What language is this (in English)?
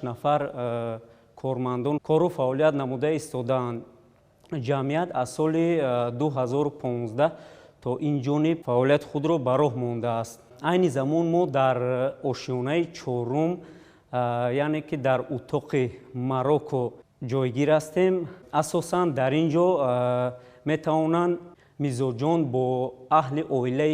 Tajik